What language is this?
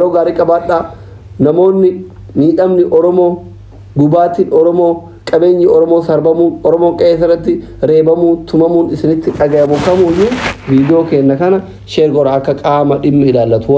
Oromo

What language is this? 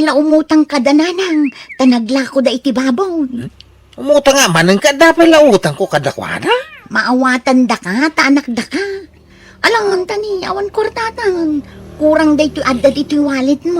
Iloko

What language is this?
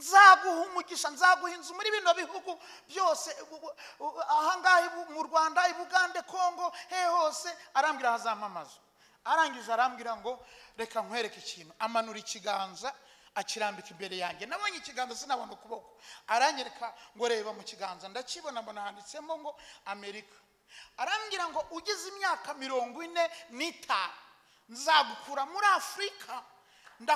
Kinyarwanda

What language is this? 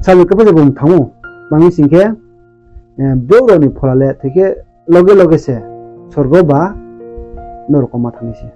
Riang (India)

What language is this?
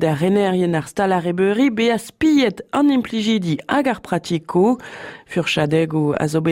Breton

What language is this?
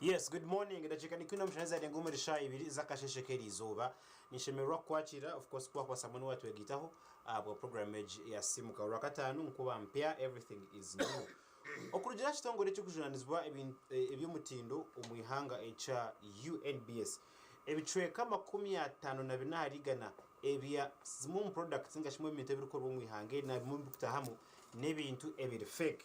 Nyankole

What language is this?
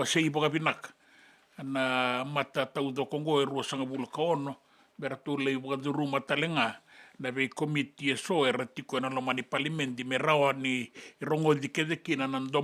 Fijian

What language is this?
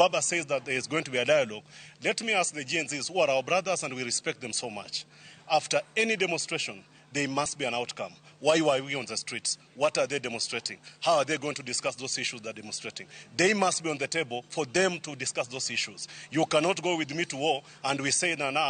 Luo (Kenya and Tanzania)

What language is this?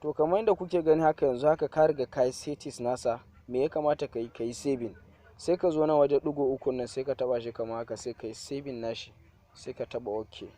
Hausa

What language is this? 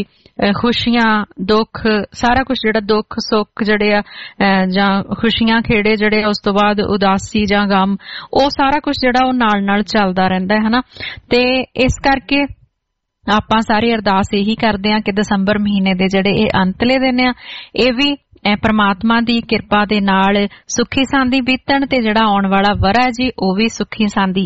Punjabi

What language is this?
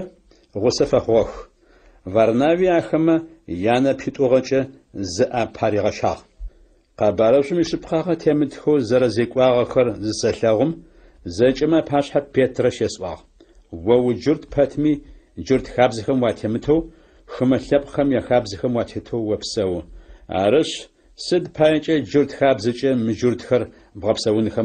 Adyghe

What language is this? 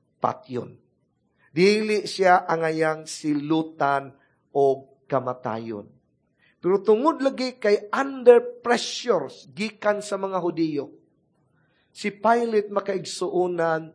Cebuano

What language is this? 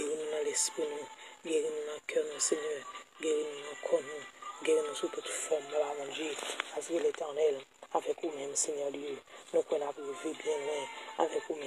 Haitian Creole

